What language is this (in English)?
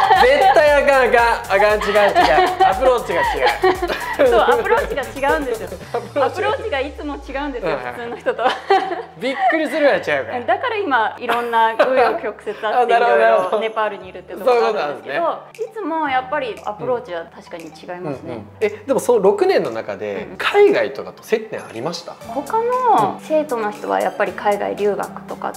Japanese